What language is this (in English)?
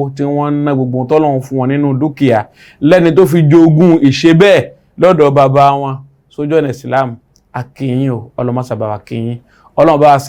Yoruba